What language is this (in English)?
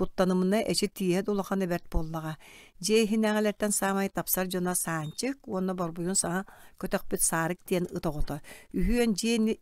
Yakut